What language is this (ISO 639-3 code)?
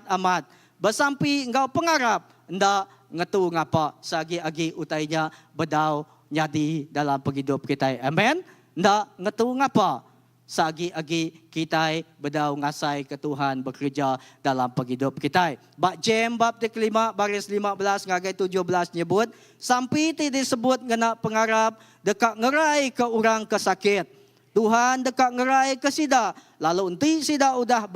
iba